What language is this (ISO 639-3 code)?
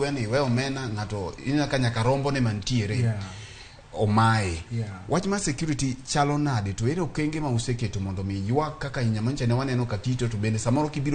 luo